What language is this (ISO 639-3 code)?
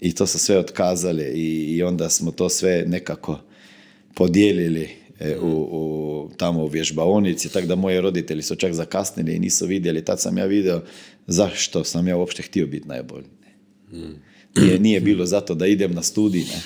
hrv